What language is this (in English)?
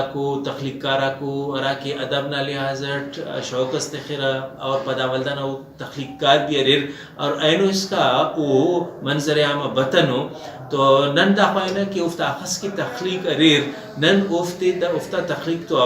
Brahui